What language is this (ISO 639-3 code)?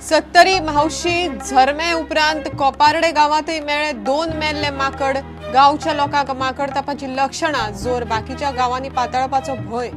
kok